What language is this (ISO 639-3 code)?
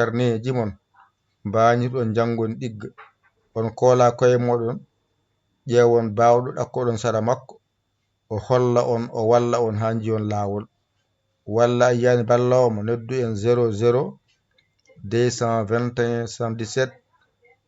ful